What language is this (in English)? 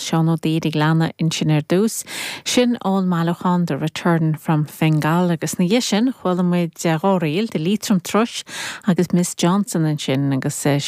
Irish